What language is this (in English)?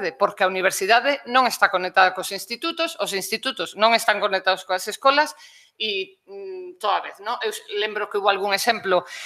Galician